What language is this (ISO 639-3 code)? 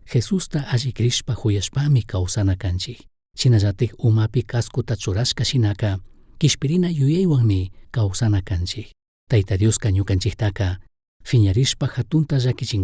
qug